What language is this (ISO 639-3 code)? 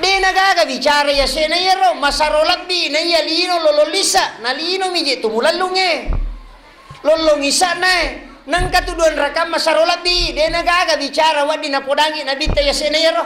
bug